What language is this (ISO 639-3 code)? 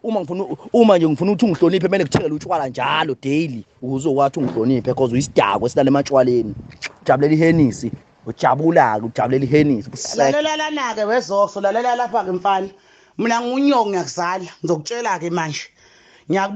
zul